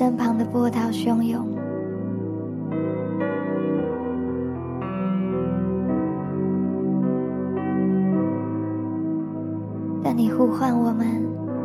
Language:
Chinese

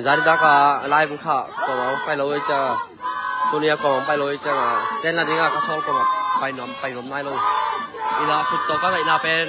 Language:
Tedim Chin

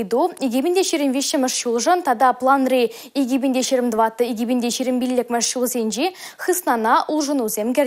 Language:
Chuvash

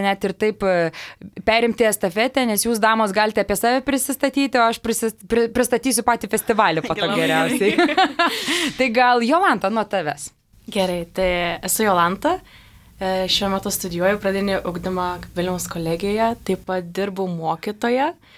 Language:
Lithuanian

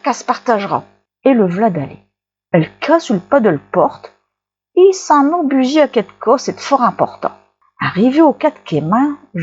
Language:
Picard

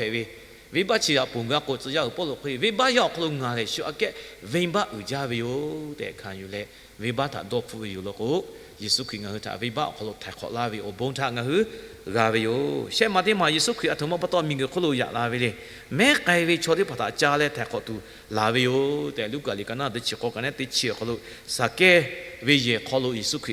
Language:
Lahu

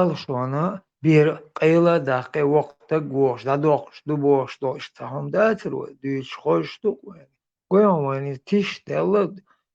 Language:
Chechen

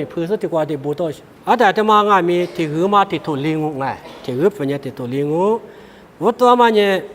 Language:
Lisu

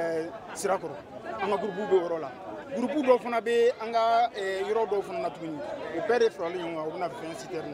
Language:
Bambara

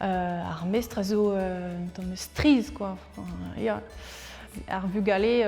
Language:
Breton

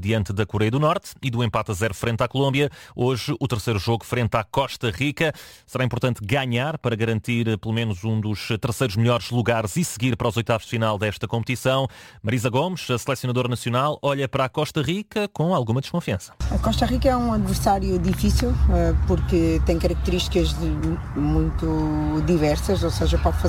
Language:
Portuguese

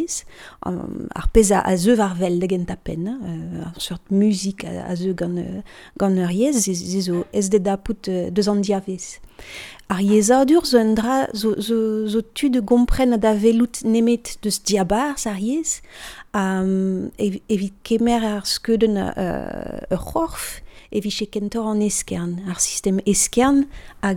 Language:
Breton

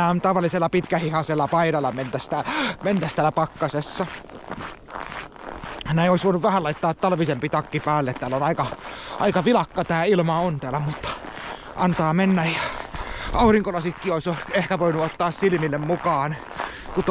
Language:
Finnish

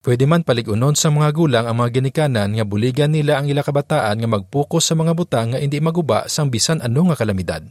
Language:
Hiligaynon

